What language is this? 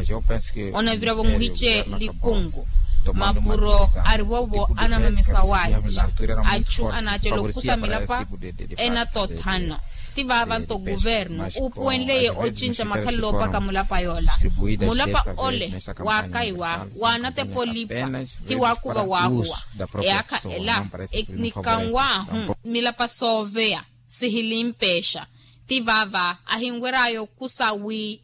Makhuwa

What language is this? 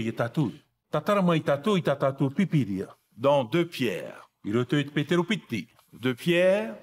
Tahitian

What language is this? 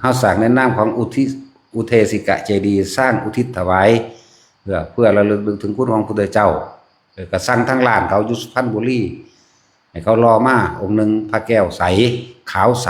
Lao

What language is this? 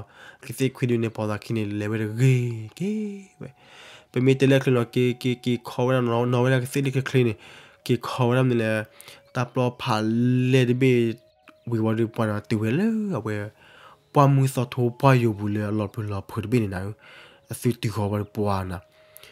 S'gaw Karen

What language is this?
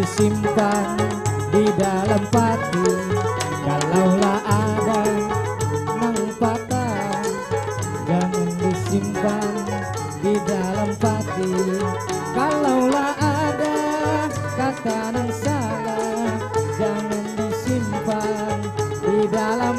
Banjar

